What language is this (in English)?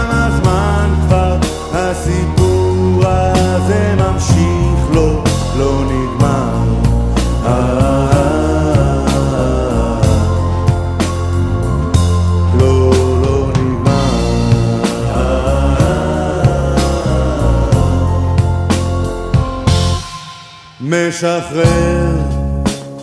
Hebrew